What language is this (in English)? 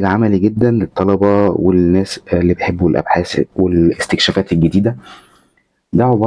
Egyptian Arabic